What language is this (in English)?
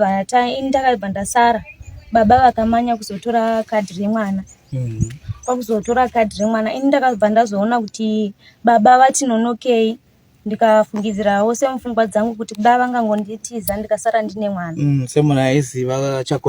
Shona